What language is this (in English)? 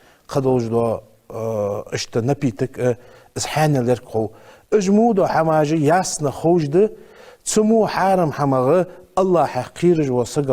Ingush